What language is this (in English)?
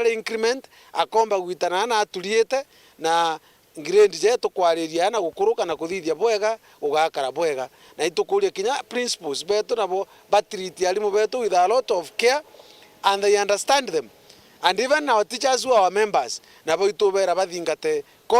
Meru